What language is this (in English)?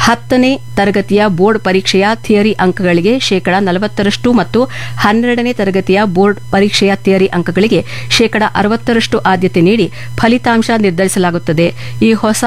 Kannada